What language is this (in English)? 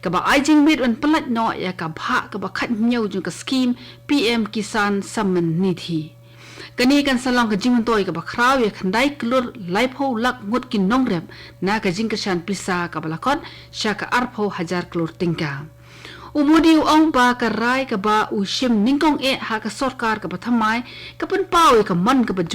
Khasi